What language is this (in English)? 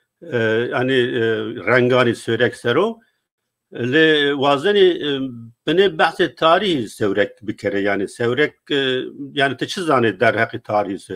Zaza